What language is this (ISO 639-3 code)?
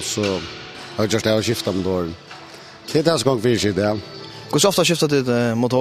fao